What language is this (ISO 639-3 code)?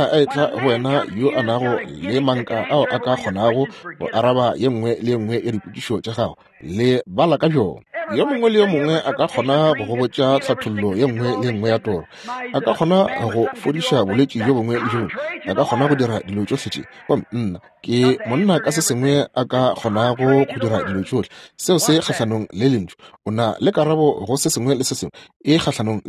nso